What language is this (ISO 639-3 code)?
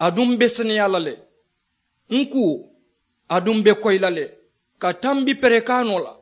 man